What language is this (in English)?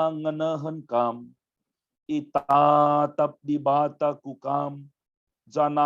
Batak Karo